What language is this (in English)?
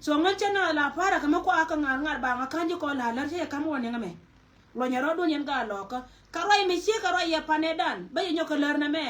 Nuer